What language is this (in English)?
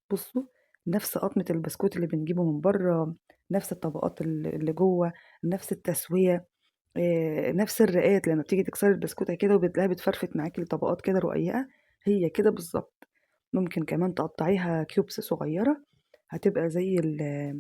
Egyptian Arabic